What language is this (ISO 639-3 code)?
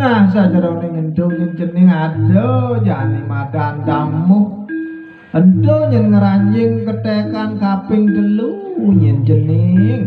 ban